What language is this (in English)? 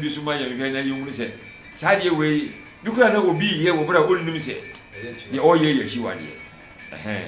Akan